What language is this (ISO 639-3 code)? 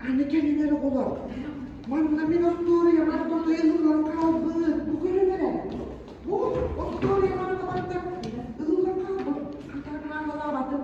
sah